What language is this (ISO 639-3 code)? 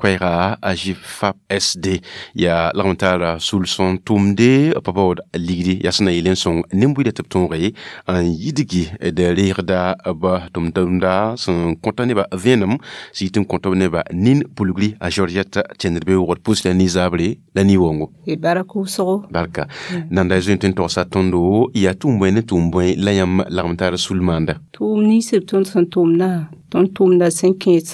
mos